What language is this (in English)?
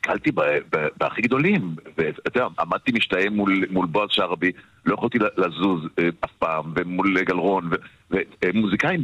Hebrew